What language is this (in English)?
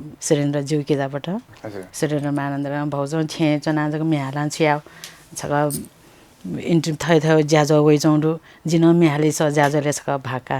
Newari